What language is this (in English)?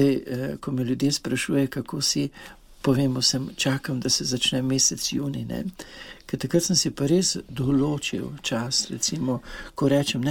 Slovenian